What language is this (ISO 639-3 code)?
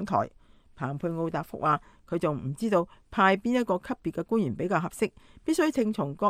yue